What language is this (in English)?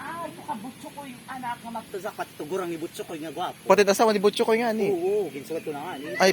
Waray